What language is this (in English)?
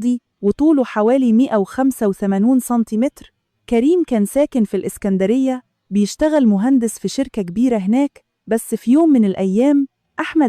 Egyptian Arabic